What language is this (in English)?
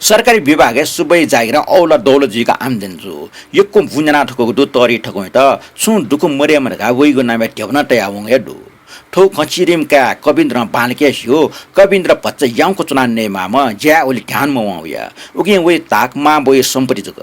Newari